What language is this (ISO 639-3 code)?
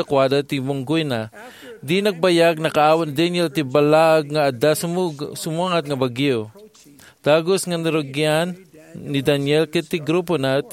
ilo